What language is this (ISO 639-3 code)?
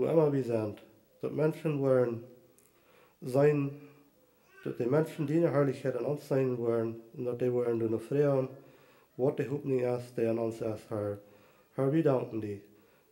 pdt